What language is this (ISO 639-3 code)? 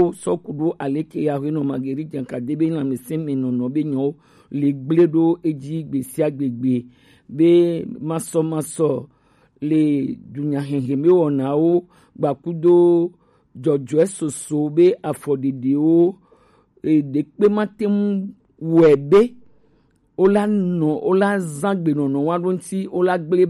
gej